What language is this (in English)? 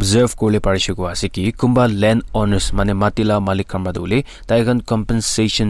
Naga Pidgin